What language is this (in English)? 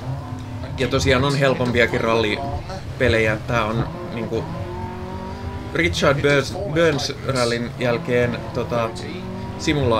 Finnish